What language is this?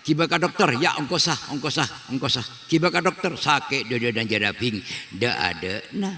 Madurese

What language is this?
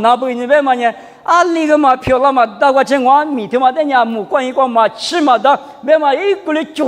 Lisu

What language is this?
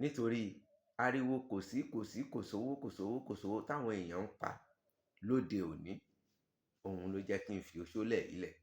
Yoruba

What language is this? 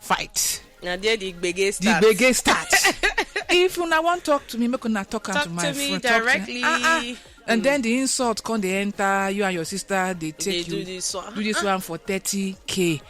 Nigerian Pidgin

